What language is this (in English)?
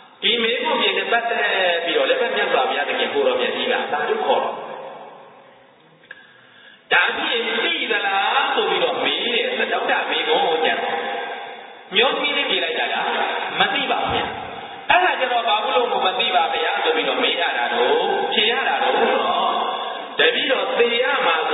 Burmese